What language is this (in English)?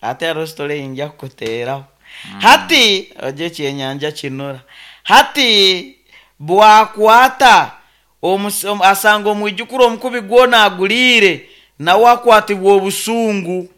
Nyankole